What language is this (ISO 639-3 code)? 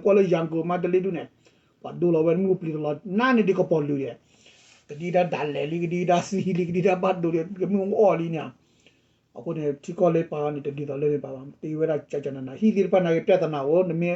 ksw